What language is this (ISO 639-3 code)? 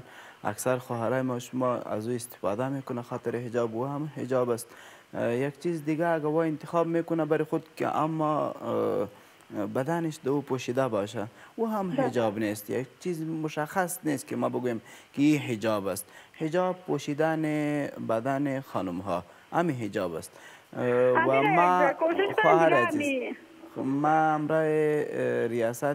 fas